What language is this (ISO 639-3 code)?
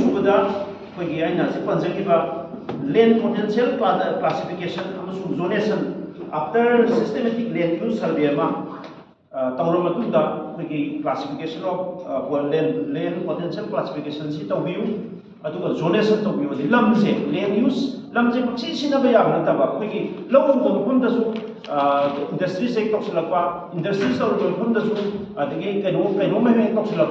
mni